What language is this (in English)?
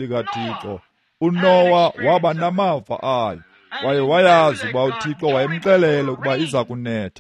Xhosa